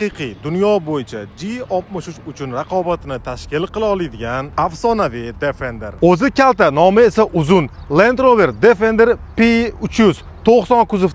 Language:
Uzbek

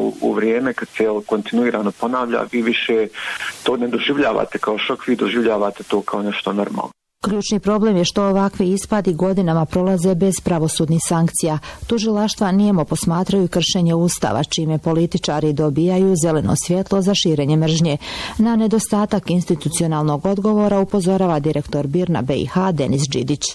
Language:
Bosnian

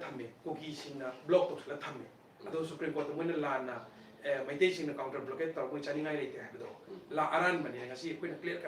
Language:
Manipuri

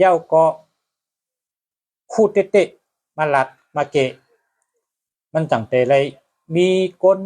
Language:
Shan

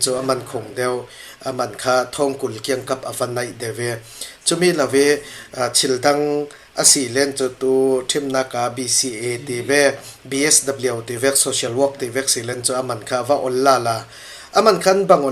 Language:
Falam Chin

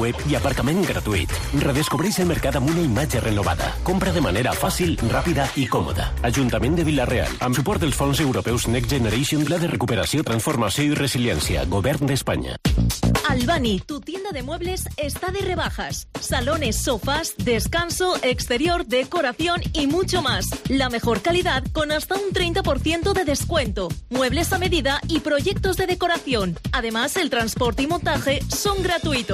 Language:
Catalan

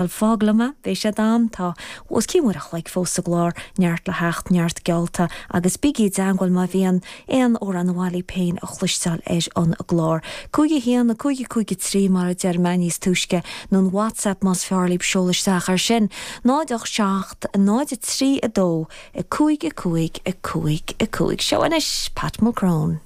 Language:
Irish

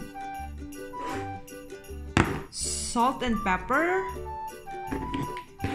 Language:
Filipino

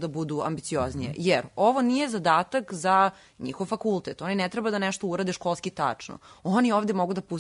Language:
Serbian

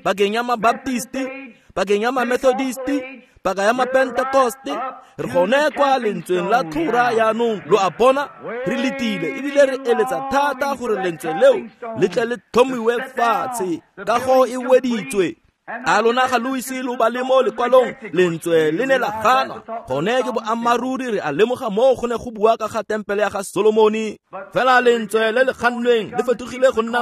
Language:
Tswana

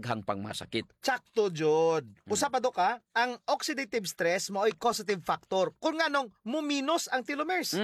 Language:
Cebuano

